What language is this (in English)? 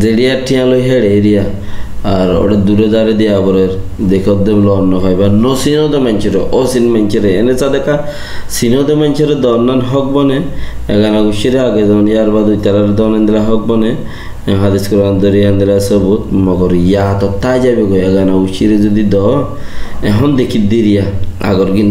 Rohingya